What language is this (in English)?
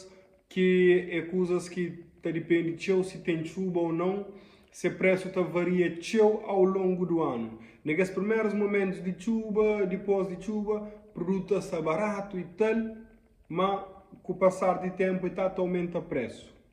Kabuverdianu